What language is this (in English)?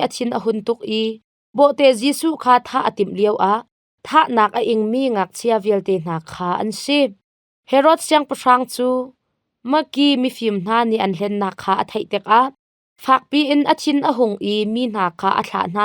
Hakha Chin